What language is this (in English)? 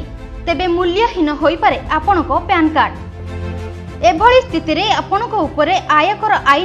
Odia